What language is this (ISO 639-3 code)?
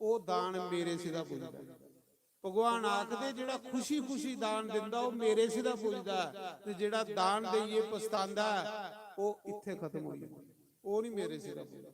doi